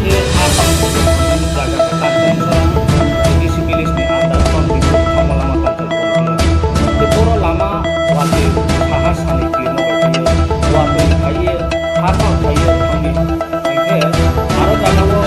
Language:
Riang (India)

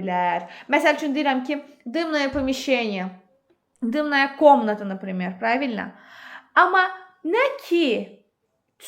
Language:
Azerbaijani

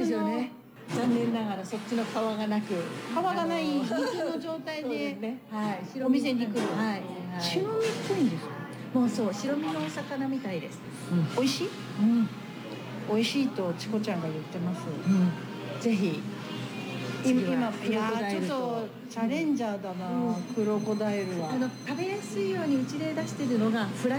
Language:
Japanese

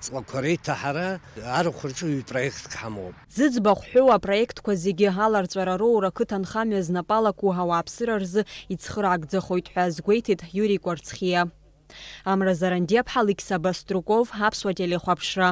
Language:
Abkhazian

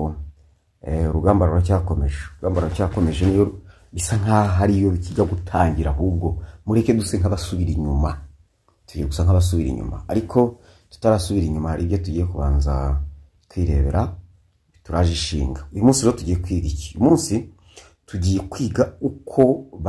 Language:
Kinyarwanda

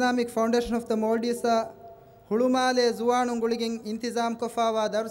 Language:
Divehi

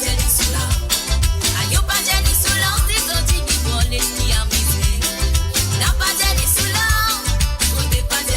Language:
Morisyen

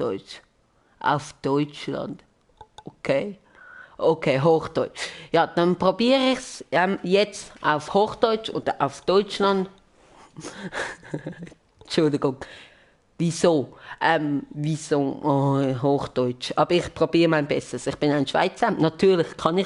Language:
Swiss German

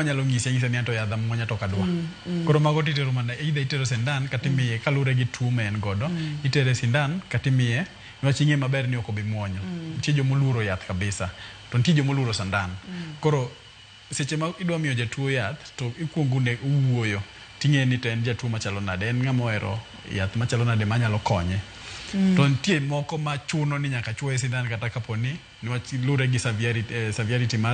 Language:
Luo (Kenya and Tanzania)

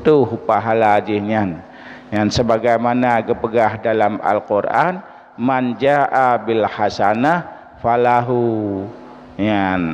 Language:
Achinese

